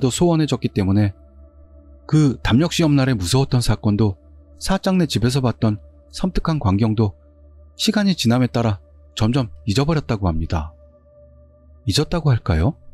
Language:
Korean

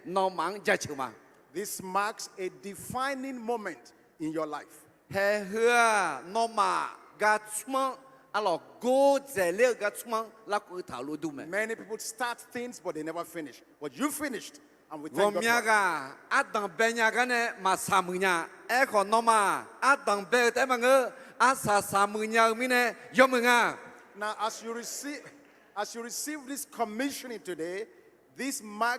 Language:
Akha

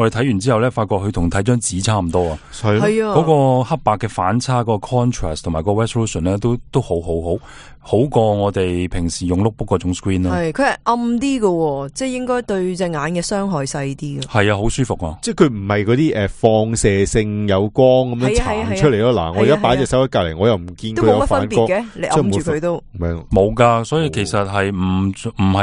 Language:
Cantonese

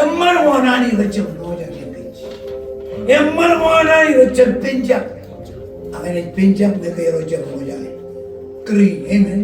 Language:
Marshallese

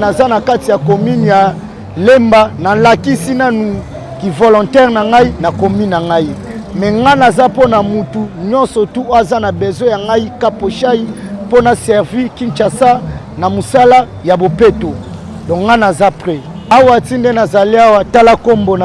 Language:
Lingala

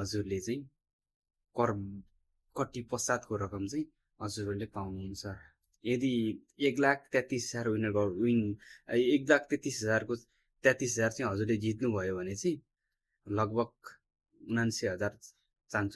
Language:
Nepali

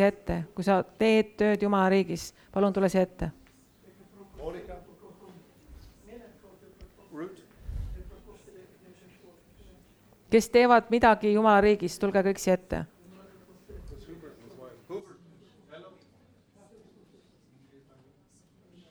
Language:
Estonian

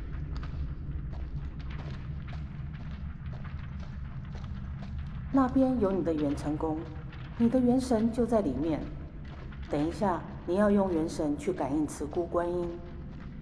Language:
Chinese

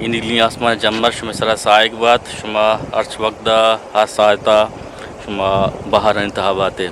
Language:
Eastern Balochi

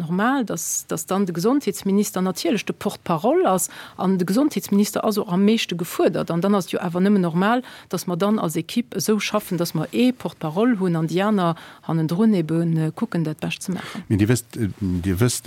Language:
Luxembourgish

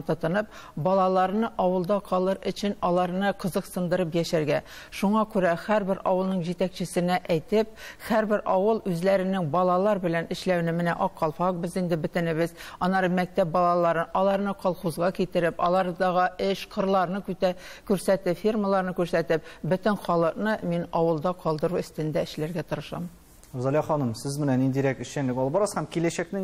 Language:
Tatar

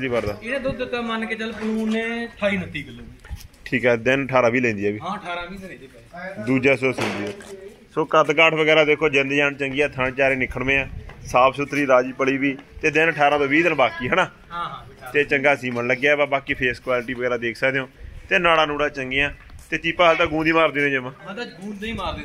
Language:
Punjabi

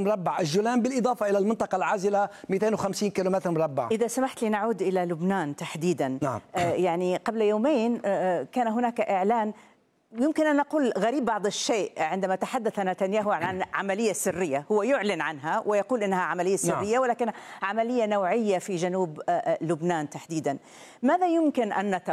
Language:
Arabic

